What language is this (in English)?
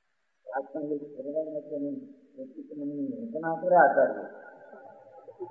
Gujarati